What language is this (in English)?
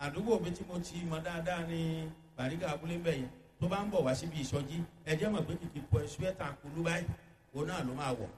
Yoruba